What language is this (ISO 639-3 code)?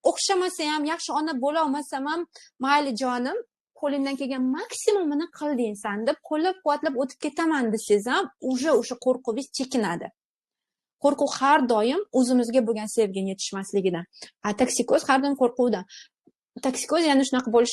uzb